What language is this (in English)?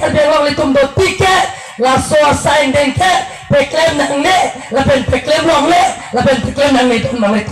Karbi